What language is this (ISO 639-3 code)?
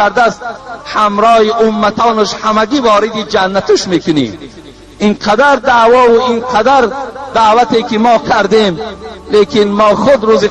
tgk